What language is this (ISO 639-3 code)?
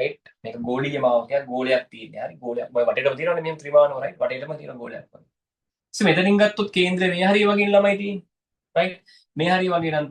sin